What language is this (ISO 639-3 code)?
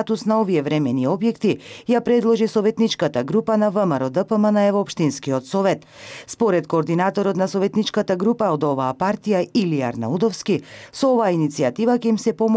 mkd